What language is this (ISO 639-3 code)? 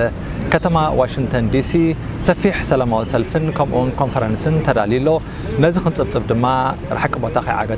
tir